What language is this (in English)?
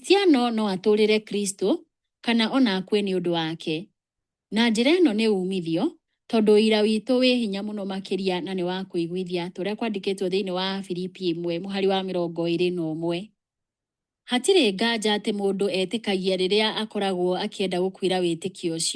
Kikuyu